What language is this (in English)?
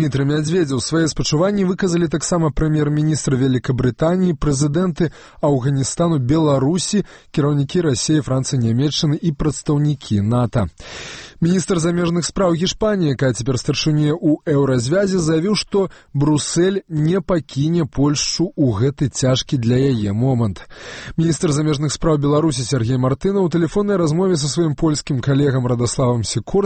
Belarusian